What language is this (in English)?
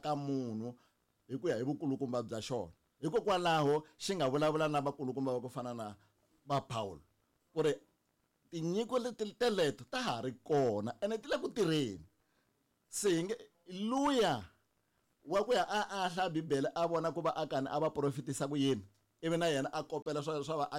Tsonga